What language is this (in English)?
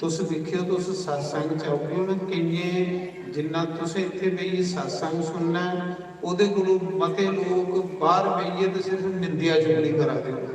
Dogri